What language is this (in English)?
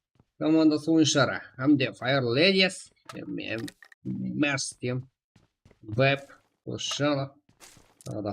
Kara-Kalpak